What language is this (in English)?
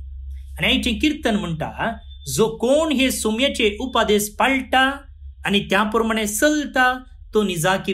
Konkani